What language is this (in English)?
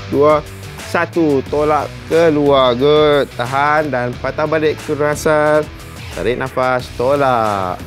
Malay